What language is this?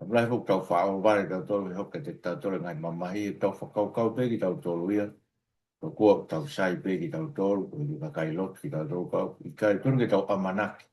Tongan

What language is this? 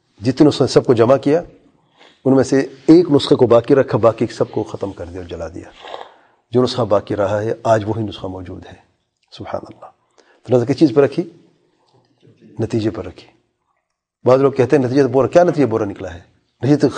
Urdu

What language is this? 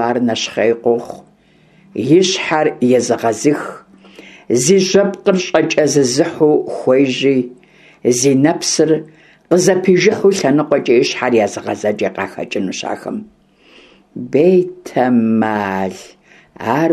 Kabardian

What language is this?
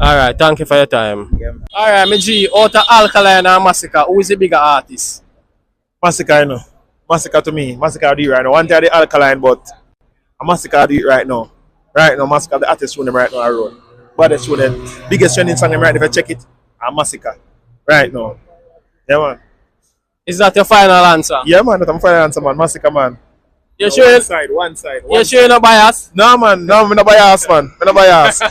Jamaican Creole English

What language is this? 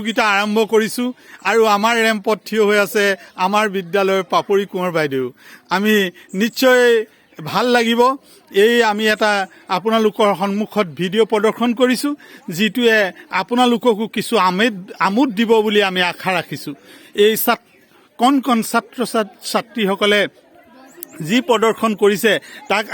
Assamese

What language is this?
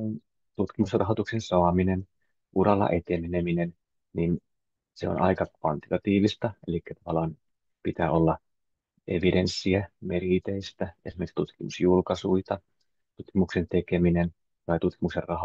Finnish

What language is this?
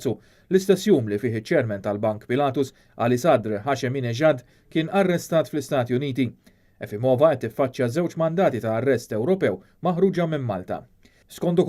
Maltese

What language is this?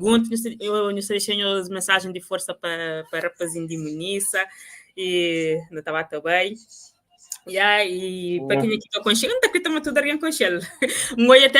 Kabuverdianu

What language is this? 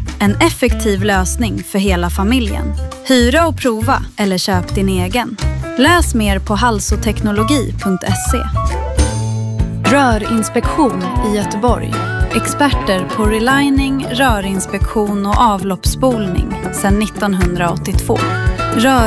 Swedish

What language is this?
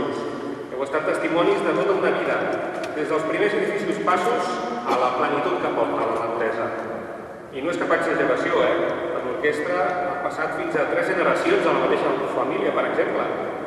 Catalan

